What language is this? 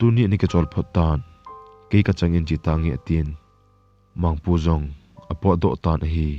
Thado Chin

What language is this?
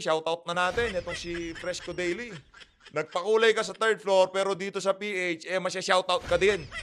Filipino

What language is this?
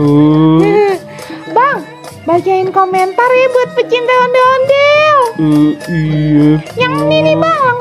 Betawi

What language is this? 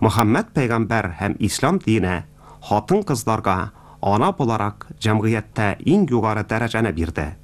Tatar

